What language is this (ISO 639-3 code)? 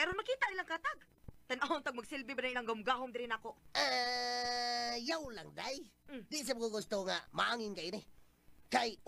ceb